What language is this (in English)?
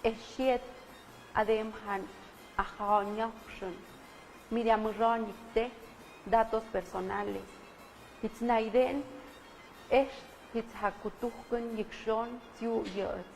Tlahuitoltepec Mixe